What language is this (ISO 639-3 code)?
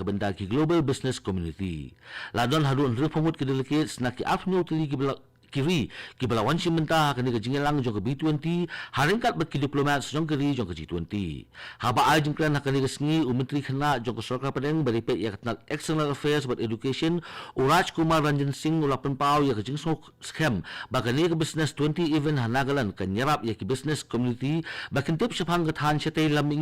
kha